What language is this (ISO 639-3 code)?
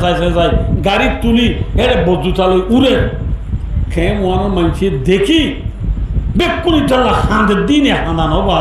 rhg